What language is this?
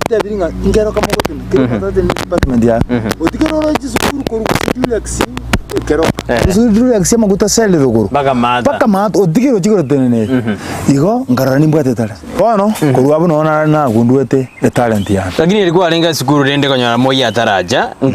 Gusii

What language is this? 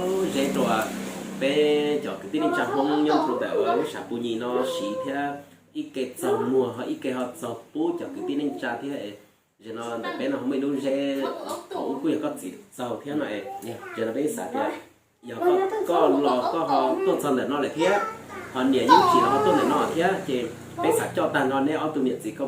Hmong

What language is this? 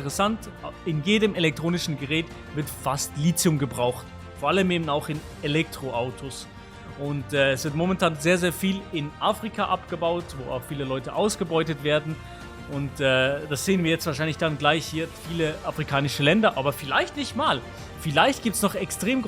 Swiss German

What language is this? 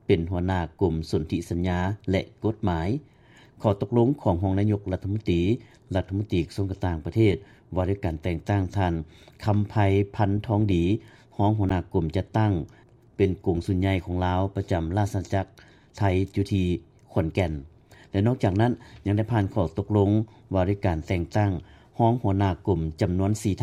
Lao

